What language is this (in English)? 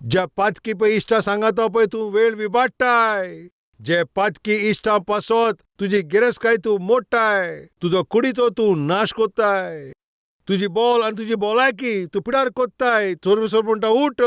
Konkani